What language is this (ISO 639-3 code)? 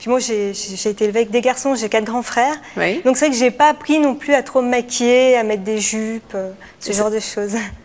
fra